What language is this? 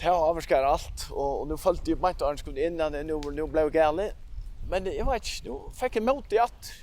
Faroese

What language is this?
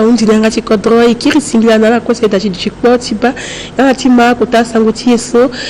Sango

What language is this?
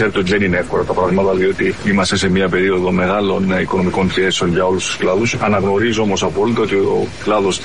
Greek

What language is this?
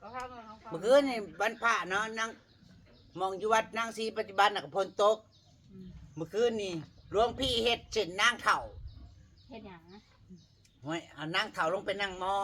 Northeastern Thai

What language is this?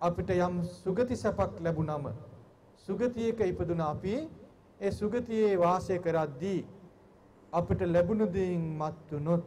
Sinhala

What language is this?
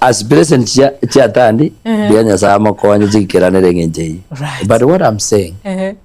Gusii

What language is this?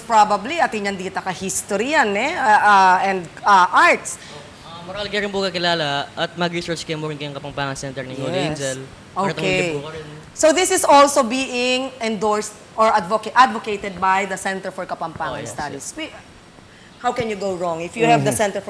Pampanga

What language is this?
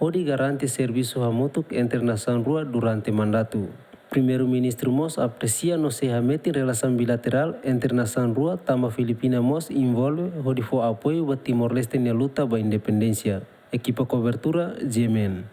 Tetum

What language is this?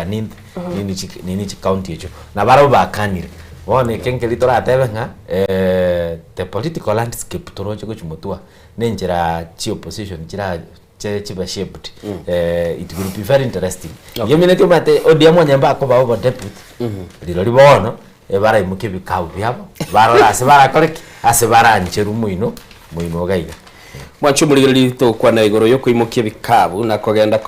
Gusii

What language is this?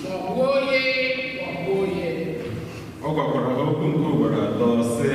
Igbo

